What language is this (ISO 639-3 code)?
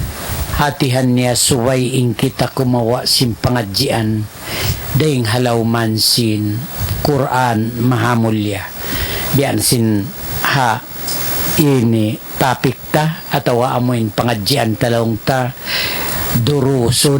tsg